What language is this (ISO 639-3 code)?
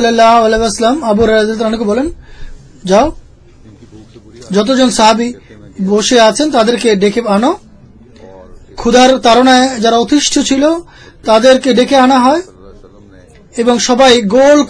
ben